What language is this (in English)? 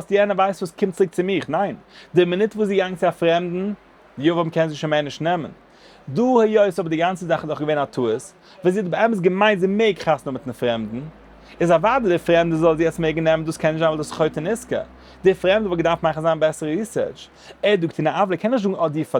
Yiddish